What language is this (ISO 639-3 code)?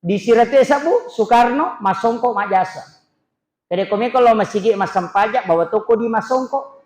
bug